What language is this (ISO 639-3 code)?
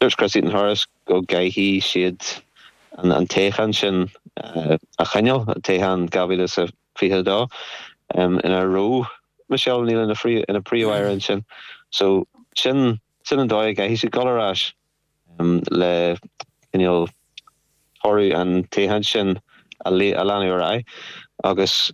gle